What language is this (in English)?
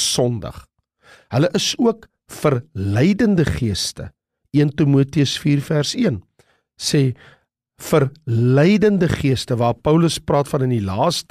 Afrikaans